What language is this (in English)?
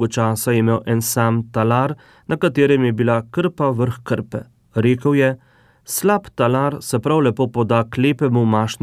Slovenian